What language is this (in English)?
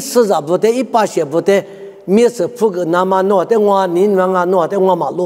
Lisu